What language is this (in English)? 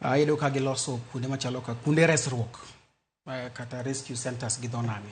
Luo (Kenya and Tanzania)